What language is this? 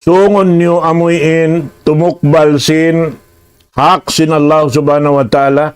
Tausug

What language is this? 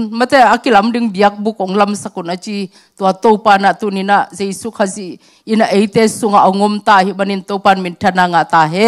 Tedim Chin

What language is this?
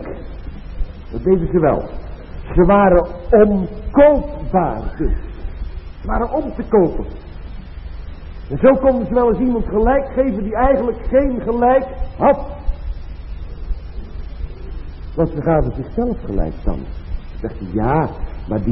Dutch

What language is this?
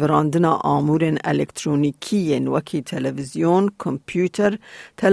Kurdish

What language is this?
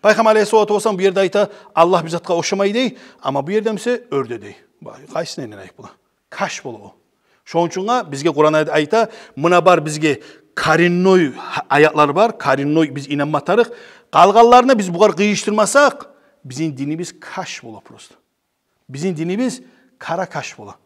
Kumyk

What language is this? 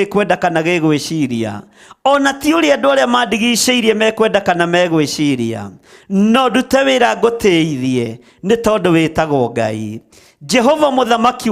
Kikuyu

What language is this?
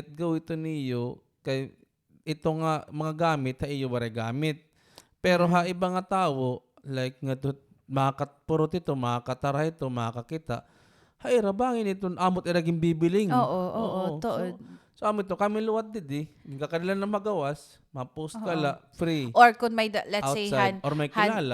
Waray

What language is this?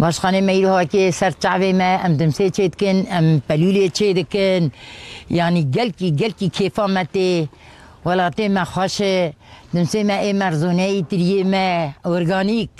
Kurdish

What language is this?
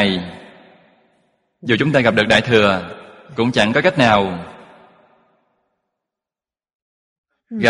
Vietnamese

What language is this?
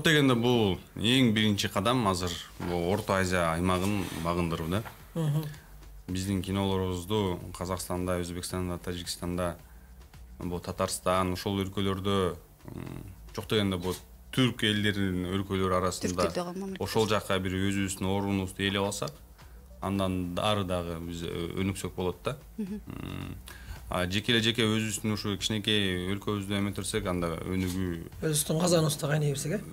Kyrgyz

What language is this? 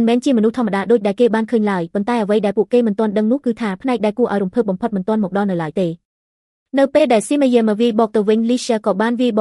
Khmer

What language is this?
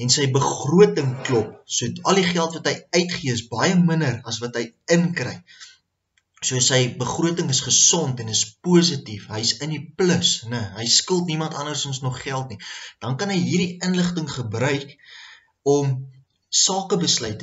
Afrikaans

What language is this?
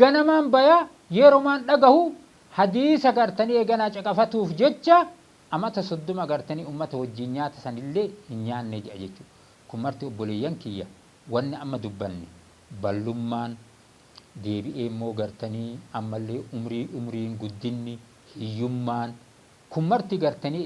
Oromo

